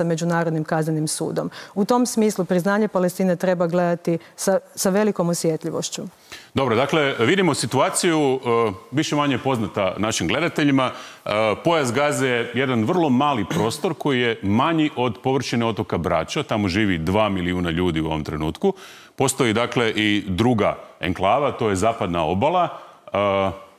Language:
Croatian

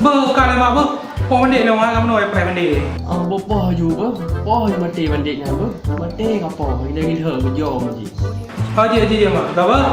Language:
Achinese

